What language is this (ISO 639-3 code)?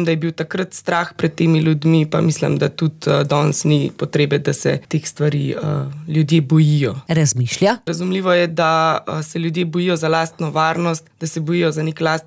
slv